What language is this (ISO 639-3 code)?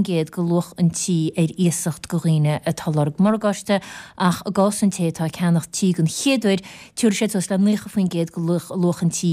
gle